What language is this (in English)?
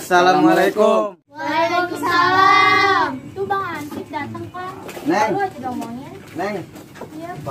Betawi